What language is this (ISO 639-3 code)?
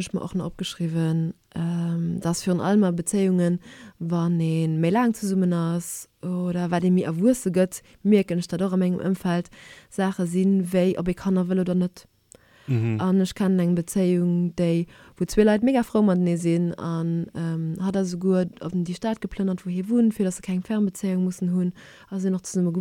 ltz